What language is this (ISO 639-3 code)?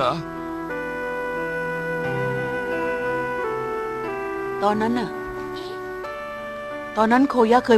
tha